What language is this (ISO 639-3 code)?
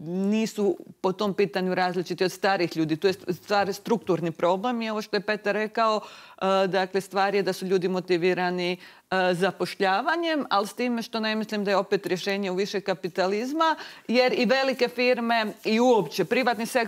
hrv